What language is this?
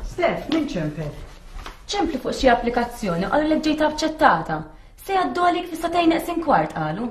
Maltese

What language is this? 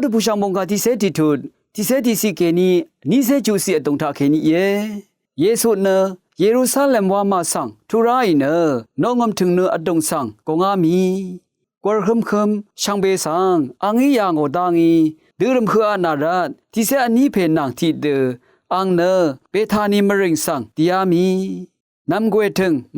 Rawang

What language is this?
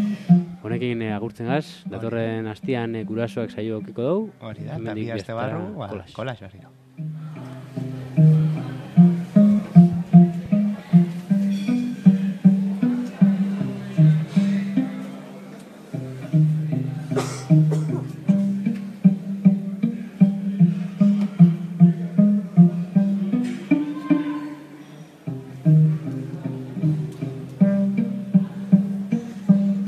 Basque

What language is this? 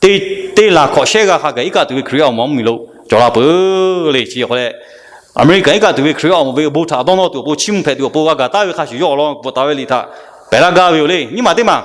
Lahu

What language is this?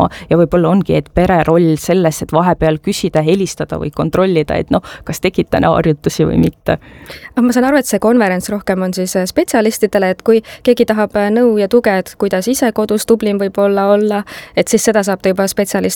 Estonian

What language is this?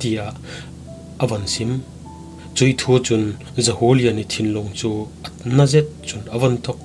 Falam Chin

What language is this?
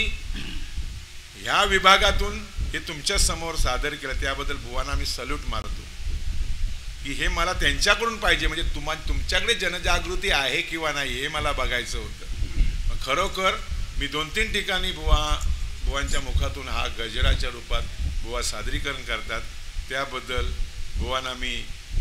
Marathi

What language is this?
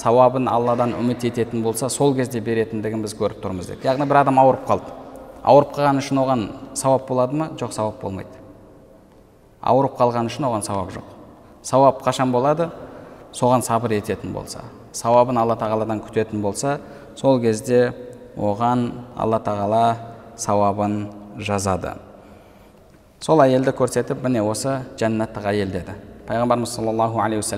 Kazakh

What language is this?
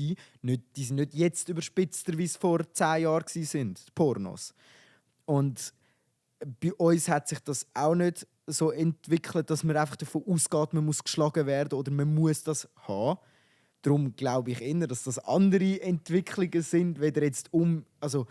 Swiss German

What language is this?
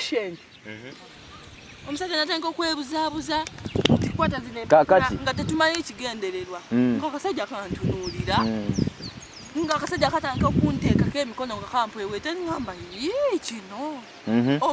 Ganda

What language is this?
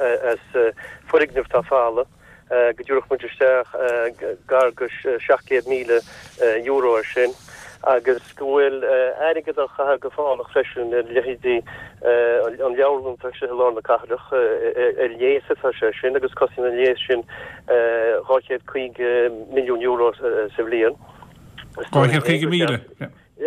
Irish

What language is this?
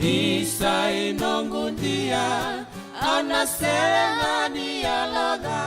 Fijian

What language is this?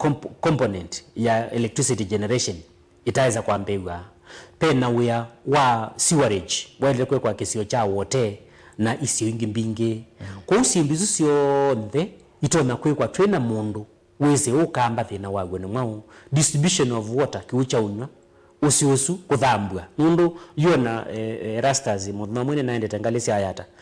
Kamba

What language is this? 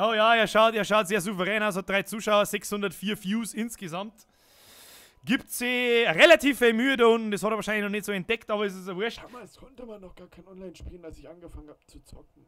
Bavarian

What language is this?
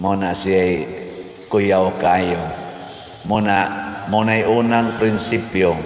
Cebuano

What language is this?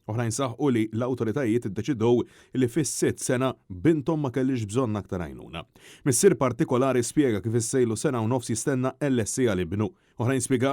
Maltese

